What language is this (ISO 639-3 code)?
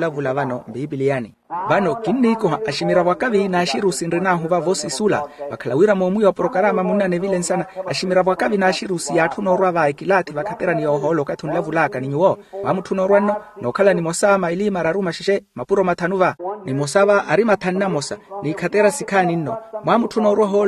vmw